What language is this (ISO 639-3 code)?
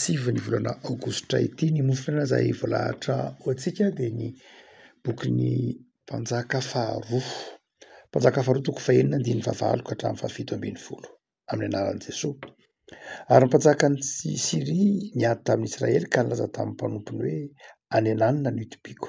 mlg